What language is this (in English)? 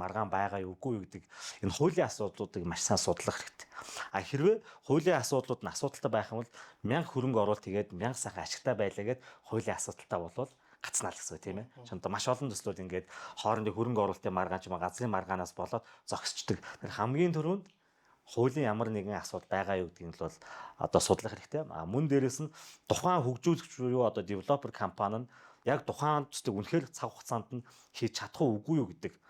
Mongolian